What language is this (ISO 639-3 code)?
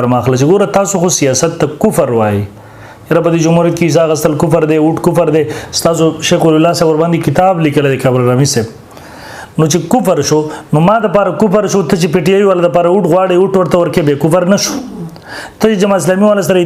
pus